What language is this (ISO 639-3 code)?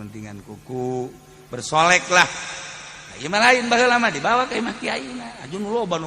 sun